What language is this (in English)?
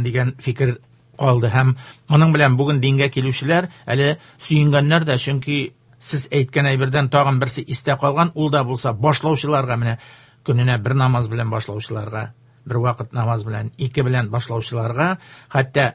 Tatar